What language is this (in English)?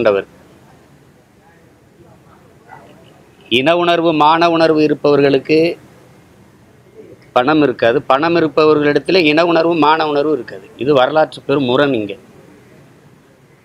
Tamil